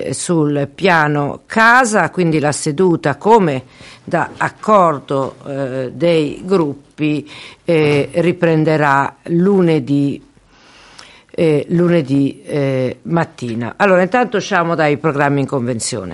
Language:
Italian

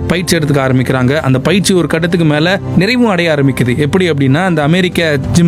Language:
Tamil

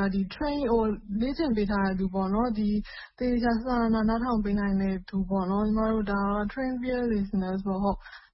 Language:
Burmese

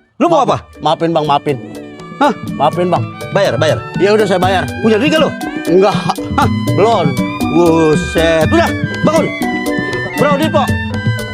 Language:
Betawi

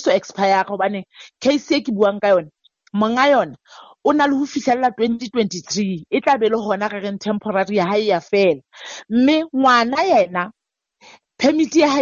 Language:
Southern Sotho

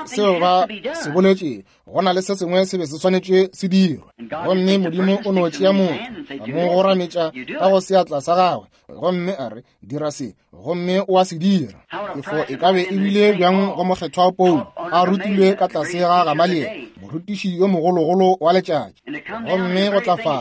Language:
Northern Sotho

